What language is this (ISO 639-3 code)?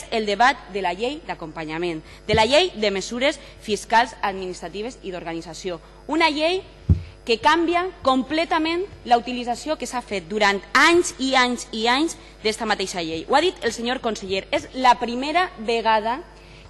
cat